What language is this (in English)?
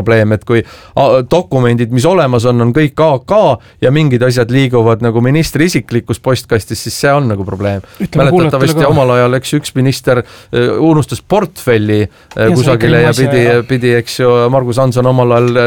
Estonian